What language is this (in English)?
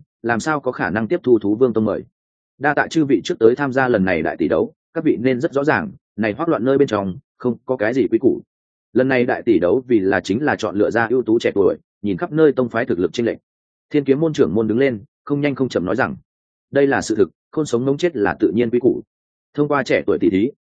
Vietnamese